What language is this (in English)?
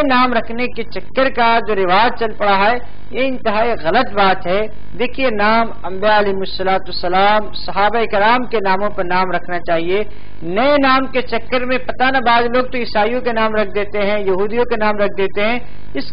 Urdu